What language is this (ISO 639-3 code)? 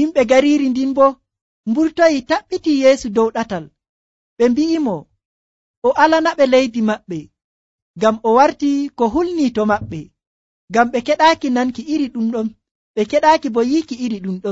fuv